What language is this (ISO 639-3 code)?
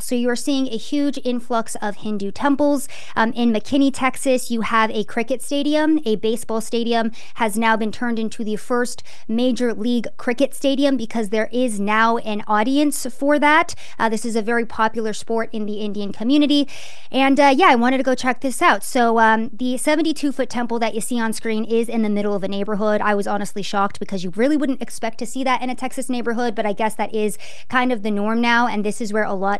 eng